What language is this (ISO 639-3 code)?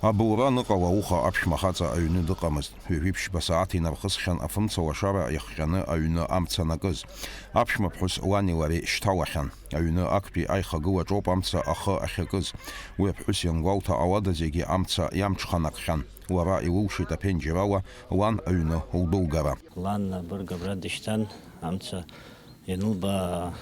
abk